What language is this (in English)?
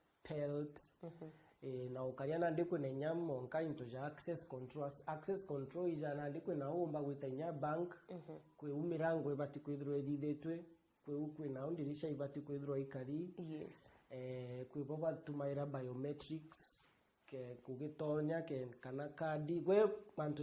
Meru